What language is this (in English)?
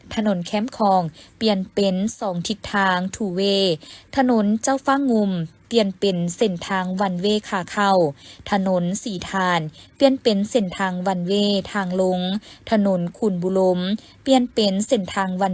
Lao